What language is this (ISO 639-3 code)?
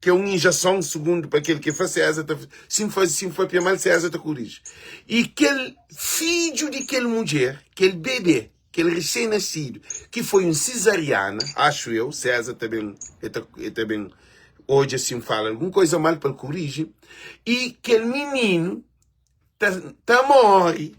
kea